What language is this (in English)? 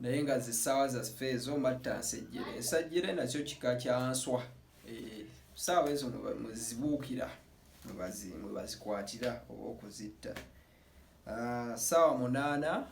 Ganda